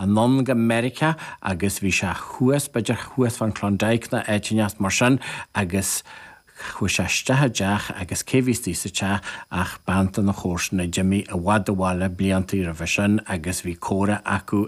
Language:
Irish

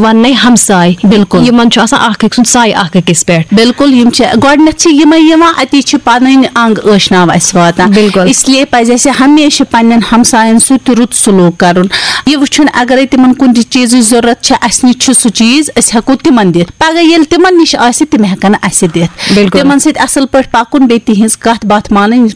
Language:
Kashmiri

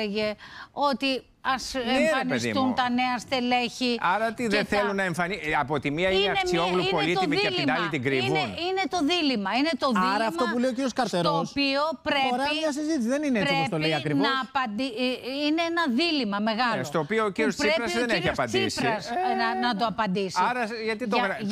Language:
Greek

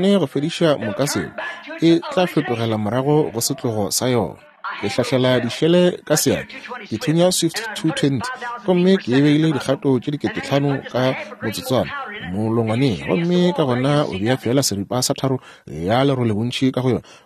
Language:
Northern Sotho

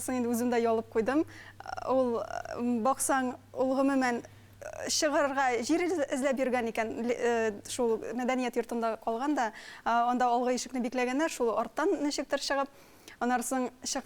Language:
Tatar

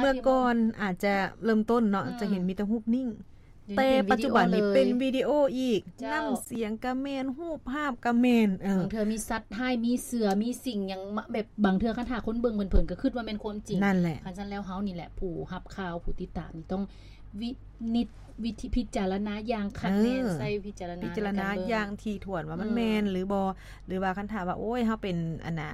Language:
Lao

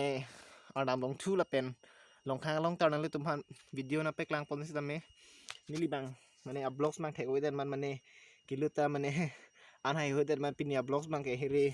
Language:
Karbi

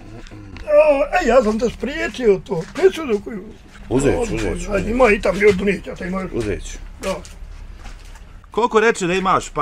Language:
Bosnian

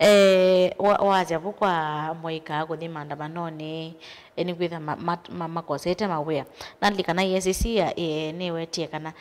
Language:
Kamba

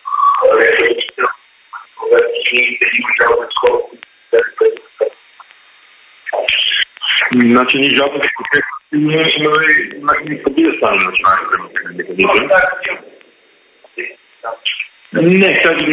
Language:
Bulgarian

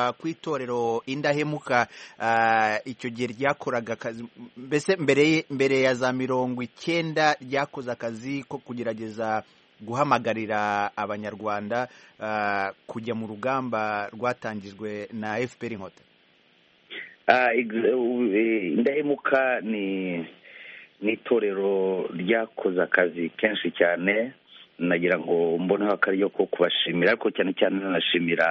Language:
Kinyarwanda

